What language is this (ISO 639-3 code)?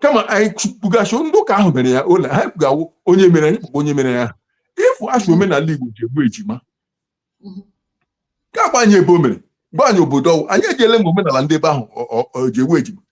ibo